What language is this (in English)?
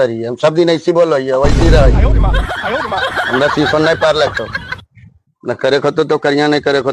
Magahi